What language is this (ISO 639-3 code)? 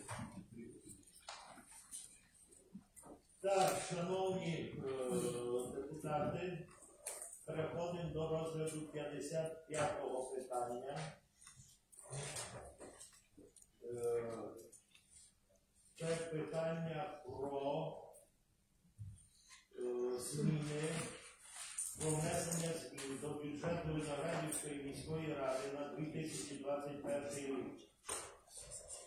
ukr